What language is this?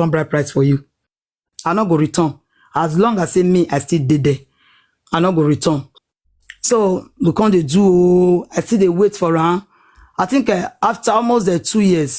Nigerian Pidgin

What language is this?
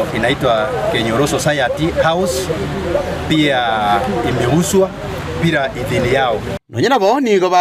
Gusii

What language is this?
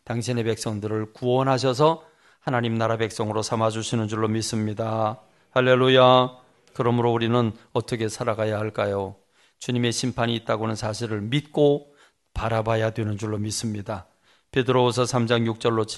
Korean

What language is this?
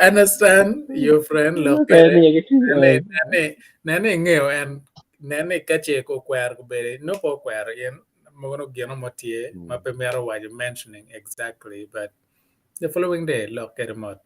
Acoli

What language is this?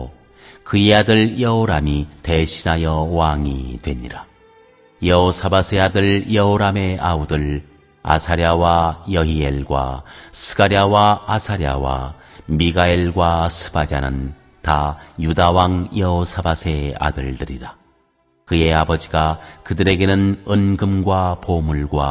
Korean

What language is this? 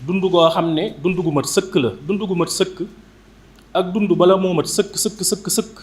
Wolof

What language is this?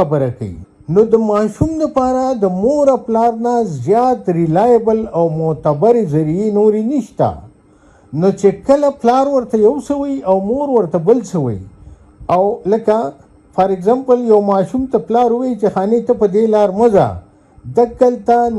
Pashto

